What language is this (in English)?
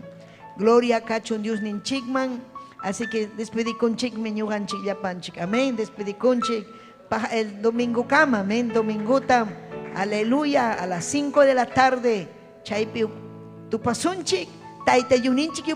Ayacucho Quechua